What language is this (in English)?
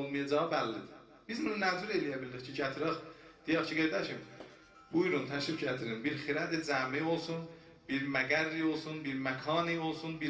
South Azerbaijani